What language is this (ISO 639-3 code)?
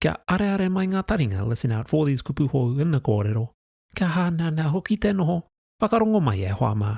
mri